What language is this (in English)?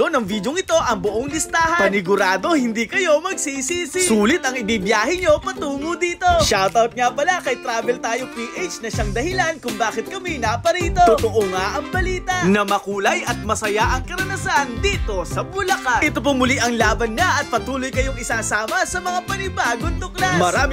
Filipino